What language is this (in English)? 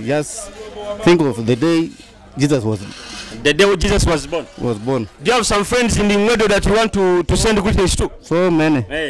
Nyoro